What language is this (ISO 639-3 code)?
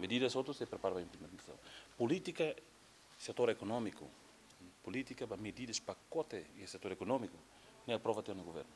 tet